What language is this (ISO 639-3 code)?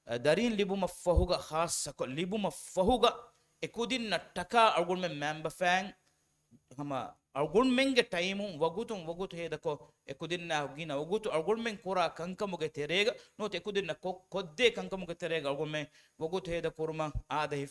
div